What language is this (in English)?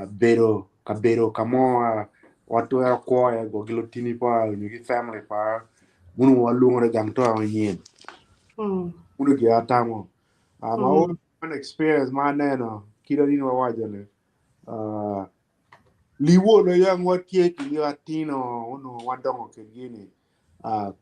Acoli